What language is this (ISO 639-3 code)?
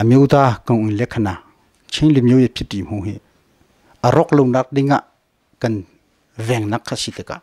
cnh